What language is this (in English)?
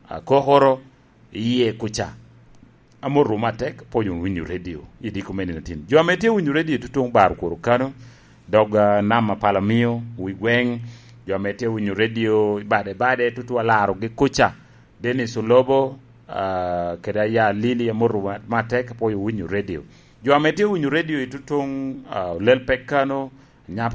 Lango (Uganda)